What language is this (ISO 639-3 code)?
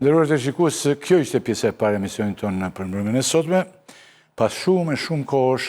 sqi